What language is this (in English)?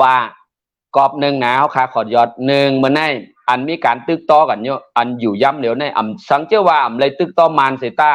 Shan